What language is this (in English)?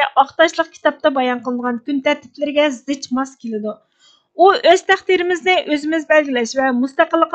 Uyghur